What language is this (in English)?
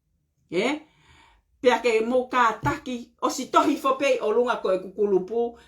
Tongan